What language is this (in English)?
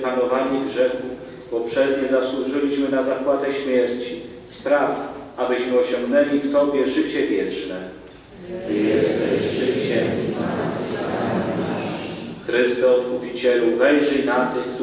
Polish